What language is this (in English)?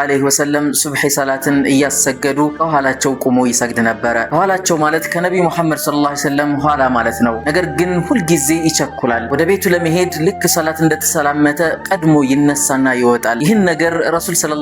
Amharic